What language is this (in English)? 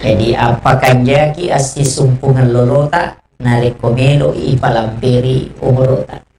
Buginese